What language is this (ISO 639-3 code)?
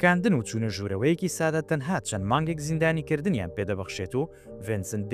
ckb